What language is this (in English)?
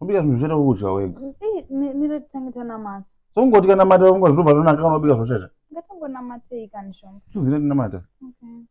Shona